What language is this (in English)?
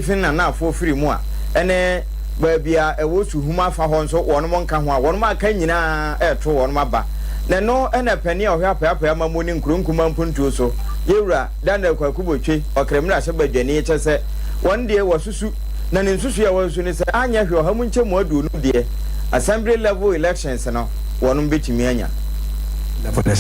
Akan